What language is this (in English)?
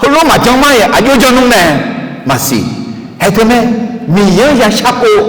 Akha